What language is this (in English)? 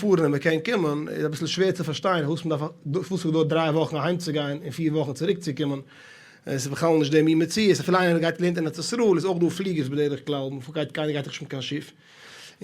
Yiddish